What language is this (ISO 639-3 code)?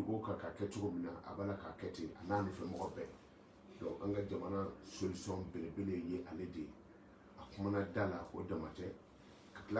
bam